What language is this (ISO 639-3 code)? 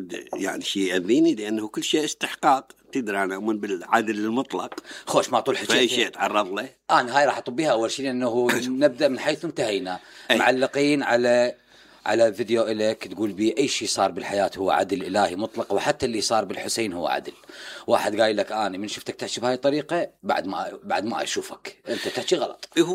acm